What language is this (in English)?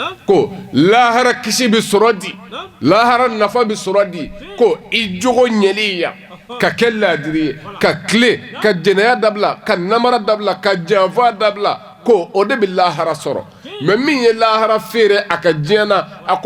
Bambara